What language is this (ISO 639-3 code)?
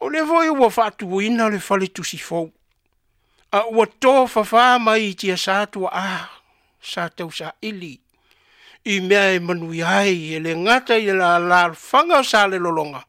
smo